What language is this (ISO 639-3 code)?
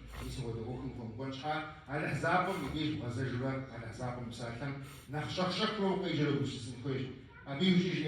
kbd